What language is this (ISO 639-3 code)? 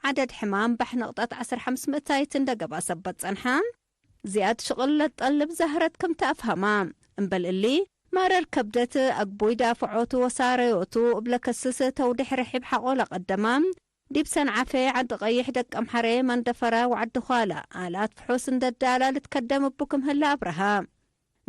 tig